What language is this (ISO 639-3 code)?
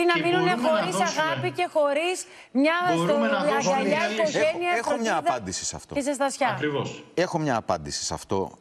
ell